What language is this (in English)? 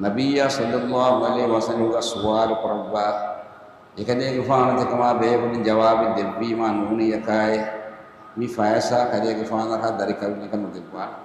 Divehi